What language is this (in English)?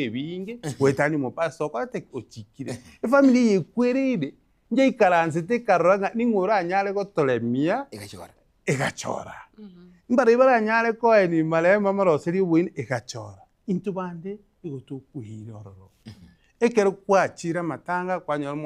Gusii